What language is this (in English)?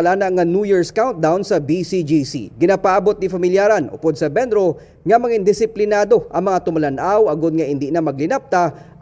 Hiligaynon